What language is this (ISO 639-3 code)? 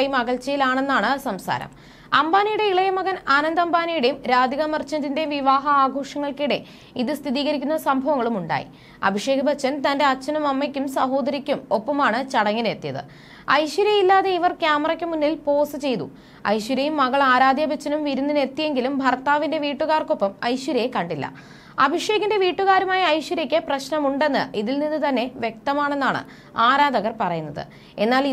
mal